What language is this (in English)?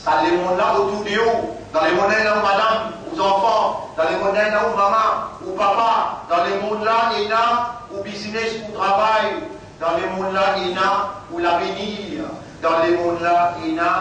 Morisyen